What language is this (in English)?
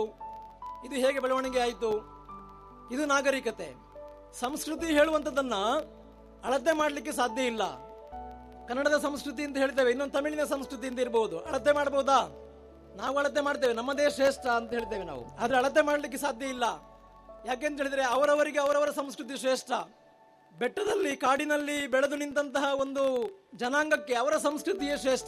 Kannada